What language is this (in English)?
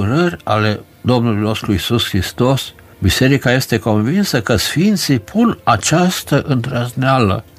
Romanian